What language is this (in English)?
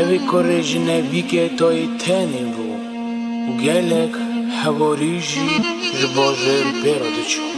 Kurdish